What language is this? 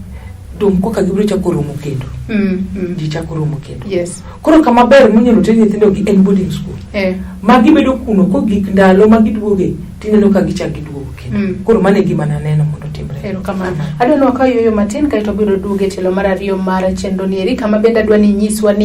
Luo (Kenya and Tanzania)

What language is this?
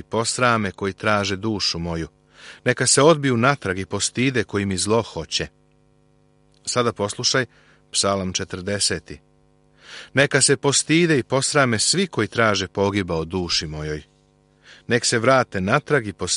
Serbian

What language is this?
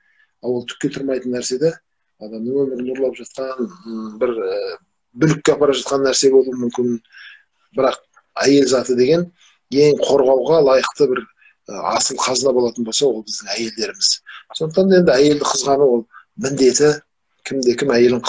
Kazakh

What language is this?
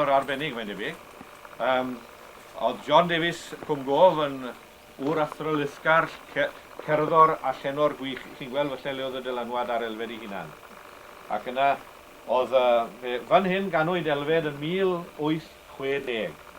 Welsh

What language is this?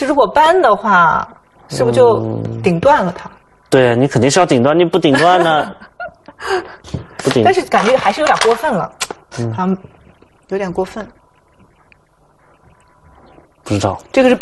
Chinese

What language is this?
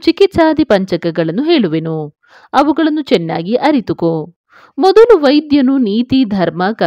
Kannada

